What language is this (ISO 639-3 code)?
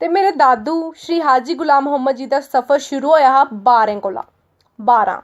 doi